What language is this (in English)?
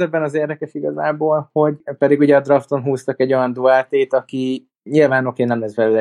Hungarian